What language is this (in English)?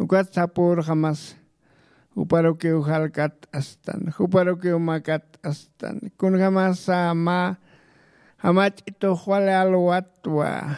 Aymara